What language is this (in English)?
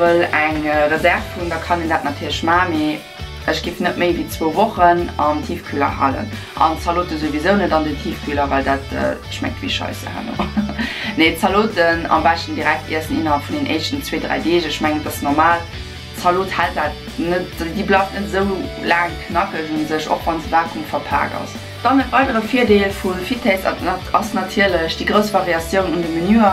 Luxembourgish